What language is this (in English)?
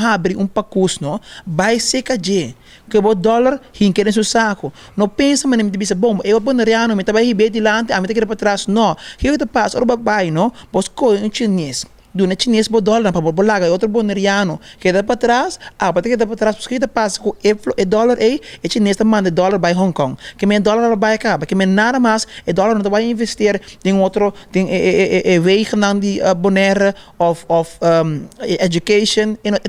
Papiamento